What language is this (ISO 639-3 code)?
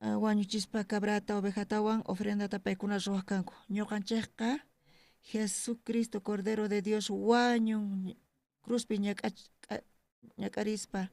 quh